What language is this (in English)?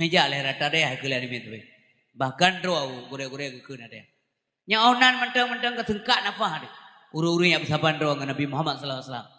Achinese